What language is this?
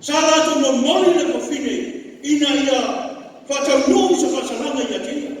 Samoan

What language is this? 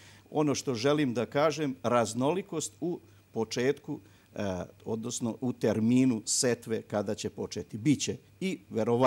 Serbian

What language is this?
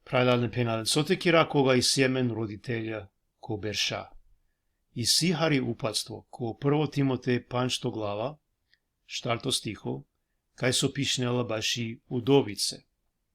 Balkan Romani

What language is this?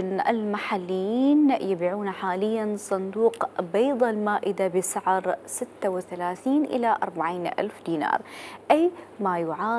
Mesopotamian Arabic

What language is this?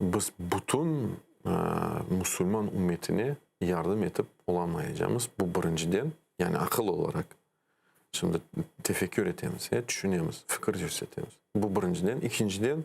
Crimean Tatar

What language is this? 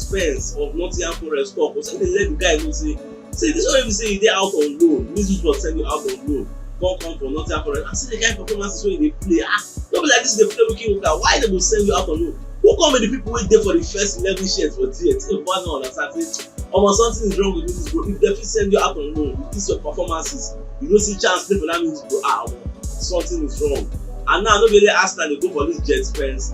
Nigerian Pidgin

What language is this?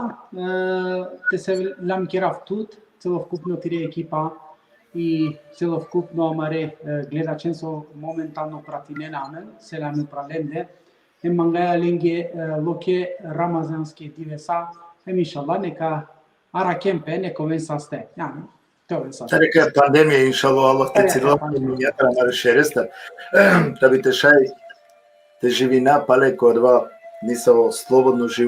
Balkan Romani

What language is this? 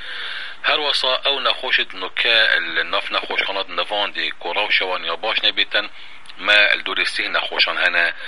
Kurdish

